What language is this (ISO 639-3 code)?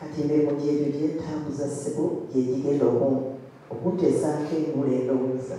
lug